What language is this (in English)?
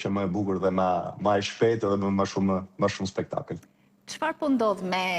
Albanian